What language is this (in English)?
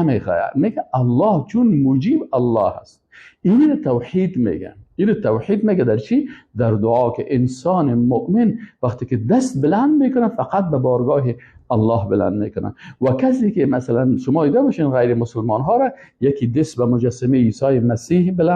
Persian